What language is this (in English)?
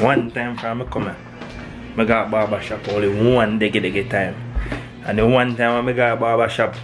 Jamaican Creole English